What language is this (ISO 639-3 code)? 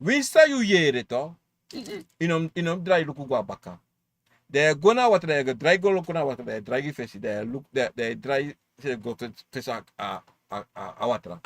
srn